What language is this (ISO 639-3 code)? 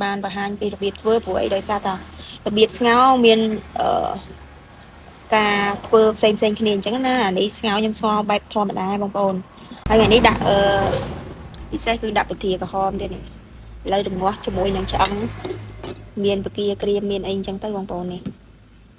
khm